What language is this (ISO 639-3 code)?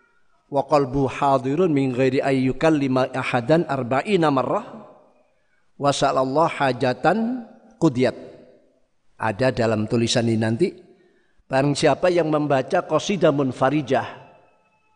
ind